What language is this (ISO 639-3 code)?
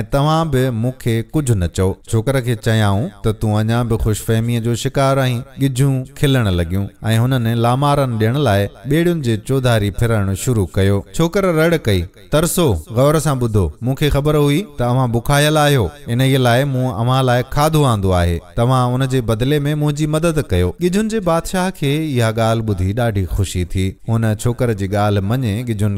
snd